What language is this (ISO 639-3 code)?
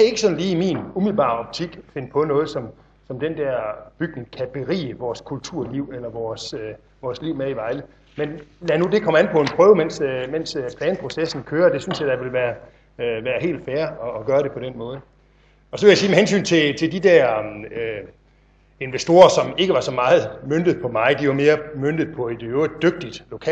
dan